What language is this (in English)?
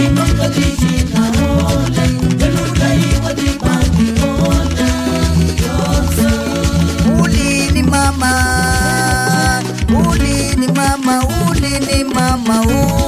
Swahili